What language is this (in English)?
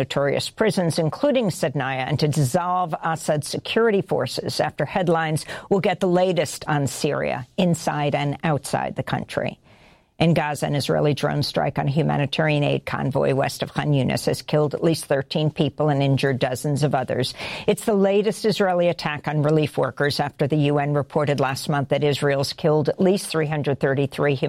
English